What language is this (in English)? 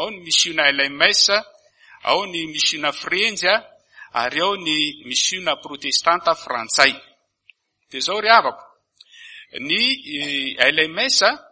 Malagasy